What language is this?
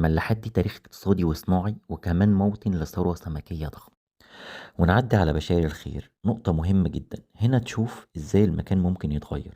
Egyptian Arabic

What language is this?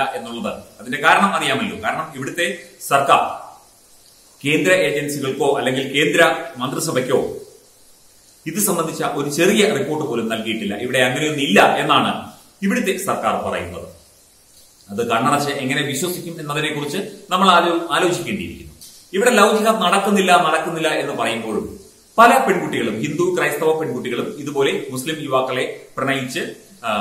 Malayalam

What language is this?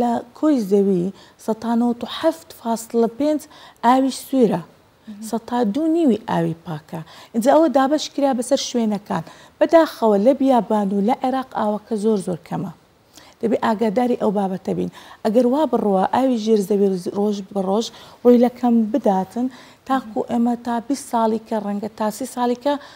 Central Kurdish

